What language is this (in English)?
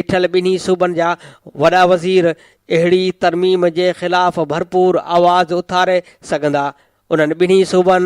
Sindhi